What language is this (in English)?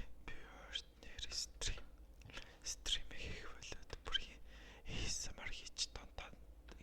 Mongolian